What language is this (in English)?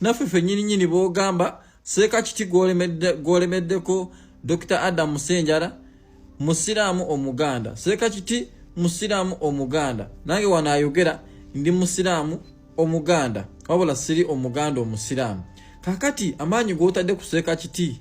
Ganda